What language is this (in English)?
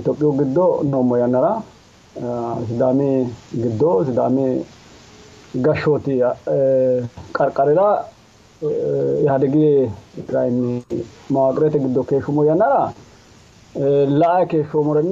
Sidamo